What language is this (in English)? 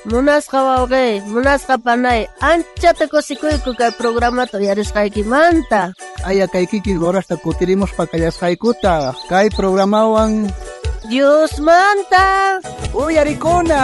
South Bolivian Quechua